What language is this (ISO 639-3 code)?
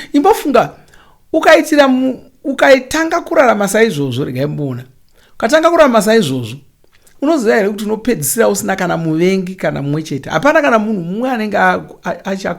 sna